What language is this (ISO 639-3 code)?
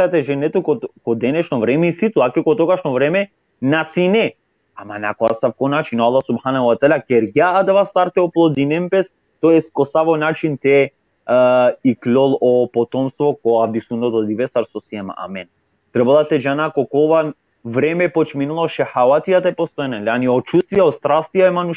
rmn